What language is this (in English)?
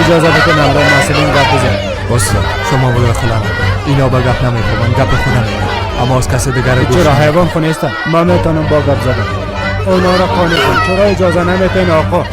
Persian